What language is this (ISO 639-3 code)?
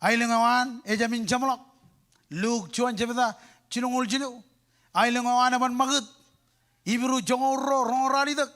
mah